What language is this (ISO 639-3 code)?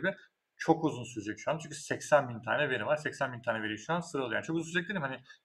tur